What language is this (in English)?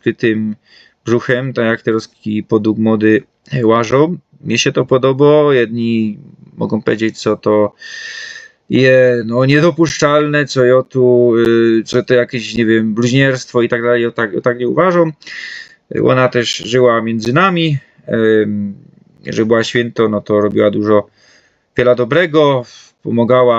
Silesian